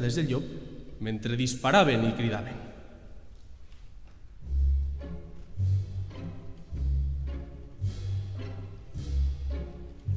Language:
Catalan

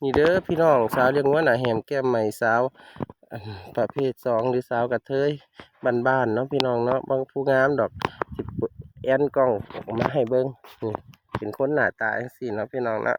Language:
Northeastern Thai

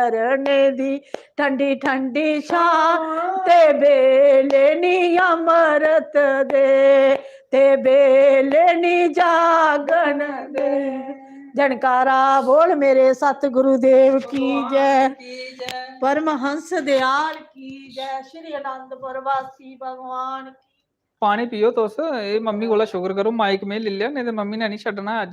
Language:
Dogri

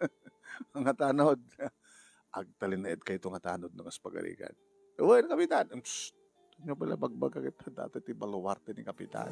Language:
Iloko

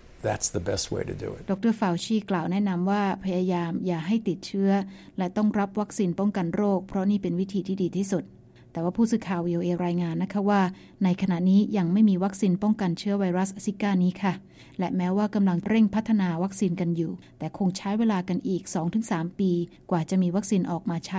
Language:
Thai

